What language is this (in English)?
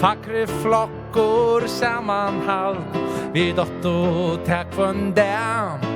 Faroese